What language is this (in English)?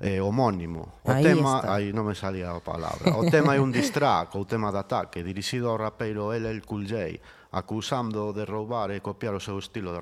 Galician